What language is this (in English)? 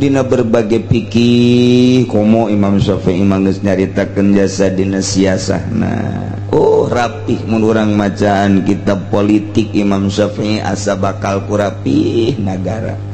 Sundanese